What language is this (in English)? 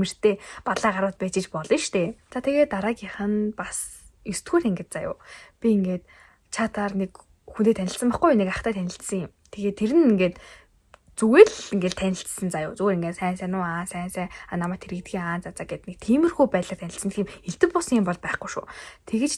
Mongolian